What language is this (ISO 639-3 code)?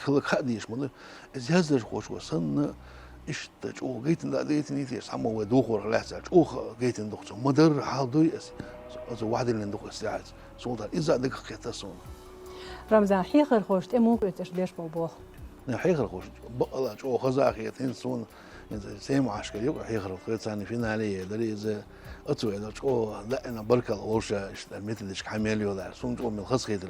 che